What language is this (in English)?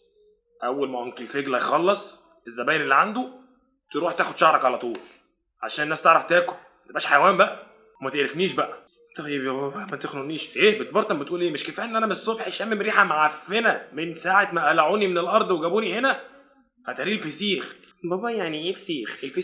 Egyptian Arabic